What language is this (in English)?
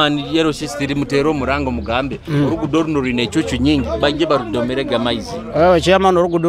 Nyoro